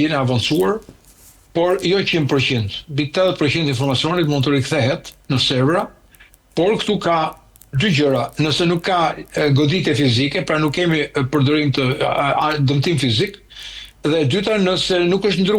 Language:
Albanian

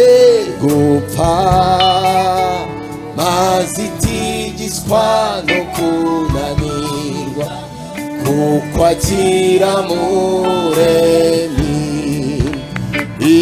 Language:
Kinyarwanda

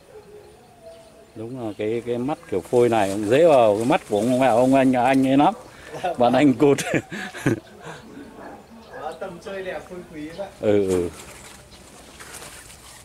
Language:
Vietnamese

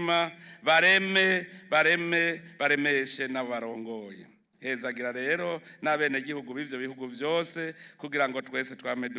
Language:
Rundi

